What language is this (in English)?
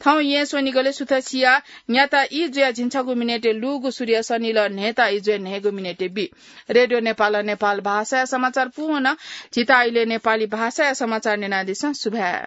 Newari